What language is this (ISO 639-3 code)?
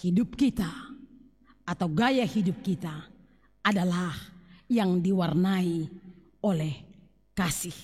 bts